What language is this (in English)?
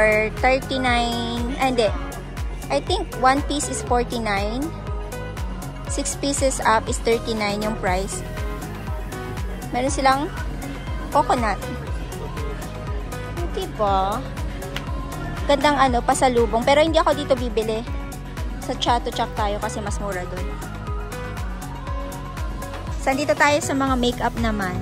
Filipino